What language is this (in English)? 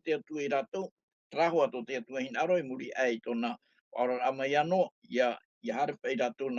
Tahitian